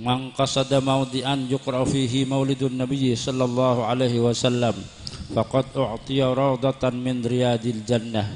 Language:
Madurese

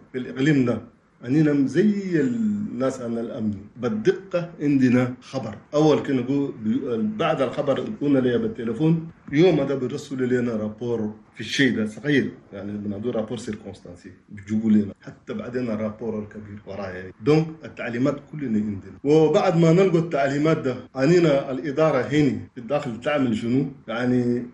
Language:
Chadian Arabic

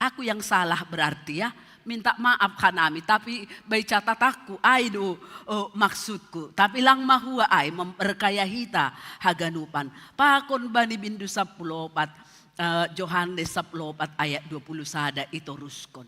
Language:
Batak Simalungun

